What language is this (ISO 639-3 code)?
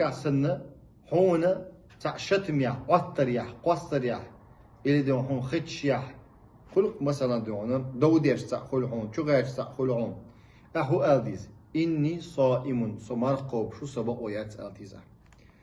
che